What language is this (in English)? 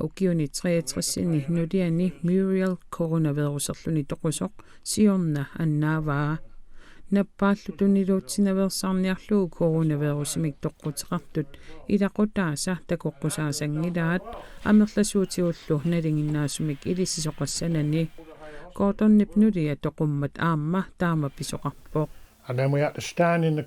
Kalaallisut